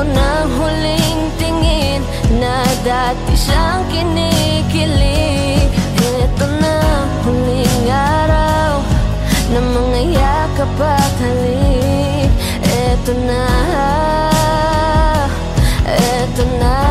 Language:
Filipino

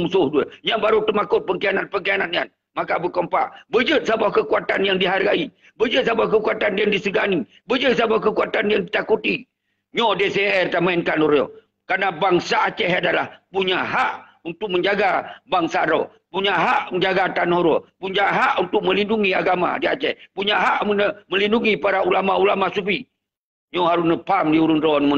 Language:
Achinese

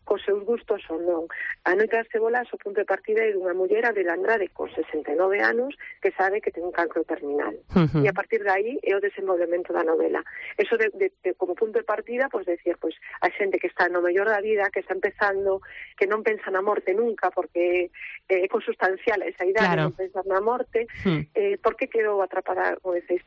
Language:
Galician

